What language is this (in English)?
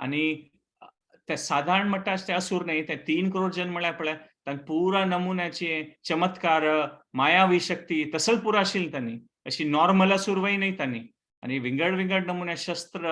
Konkani